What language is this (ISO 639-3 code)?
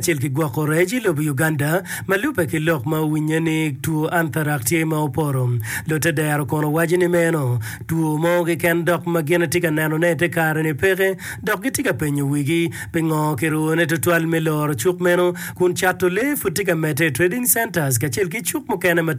ach